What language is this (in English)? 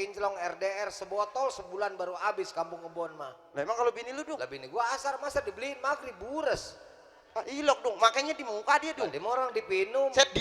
Betawi